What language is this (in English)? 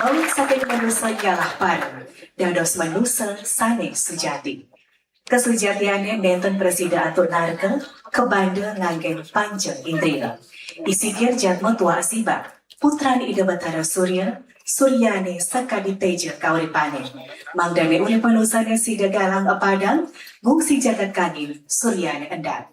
Balinese